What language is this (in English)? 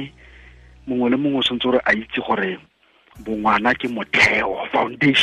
Tswana